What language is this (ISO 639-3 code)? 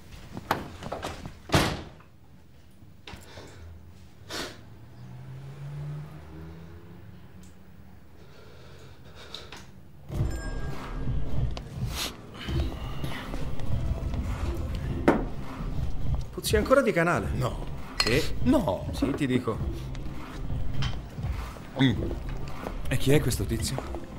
ita